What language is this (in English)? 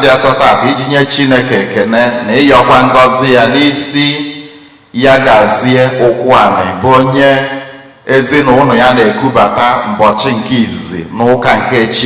Igbo